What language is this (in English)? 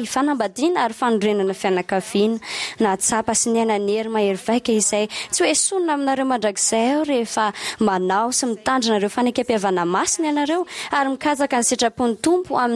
Malagasy